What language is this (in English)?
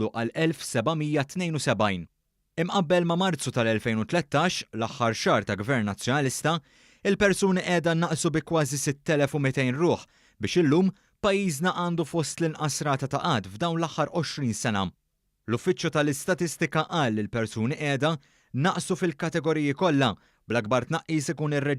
Maltese